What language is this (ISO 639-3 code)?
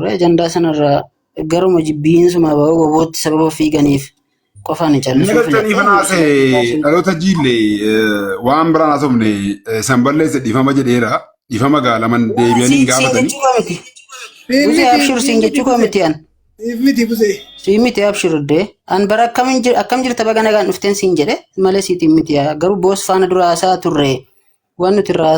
orm